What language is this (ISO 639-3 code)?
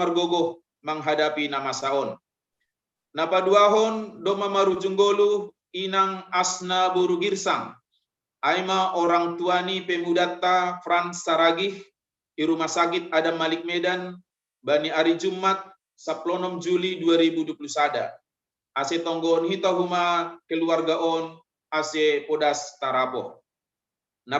bts